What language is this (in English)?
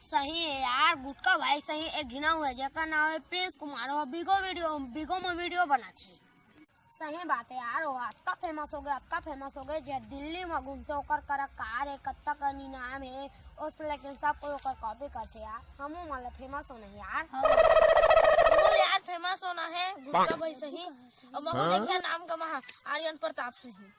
Chhattisgarhi